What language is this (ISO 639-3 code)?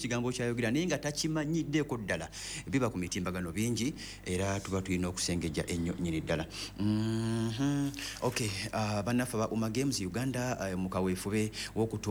lug